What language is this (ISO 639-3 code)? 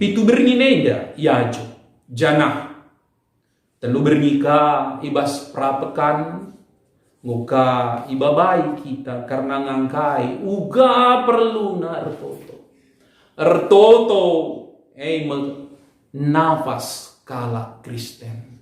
btx